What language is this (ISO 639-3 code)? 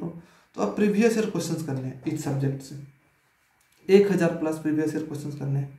hin